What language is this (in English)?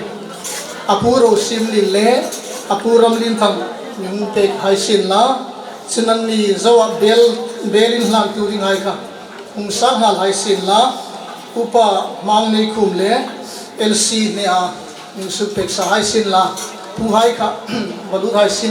Hmar